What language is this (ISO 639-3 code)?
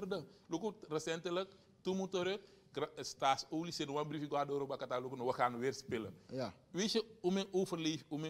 nld